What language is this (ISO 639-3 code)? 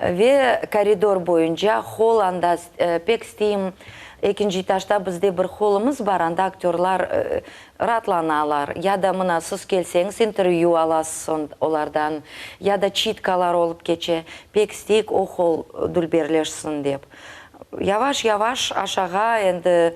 crh